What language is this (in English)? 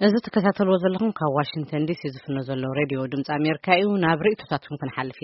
Tigrinya